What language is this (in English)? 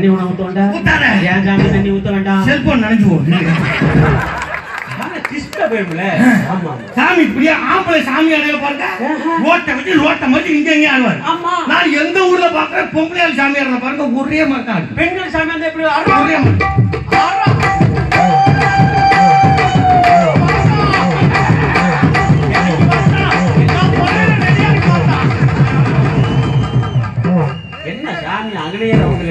Tamil